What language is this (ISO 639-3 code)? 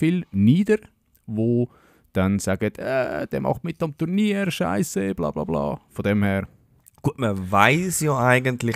gsw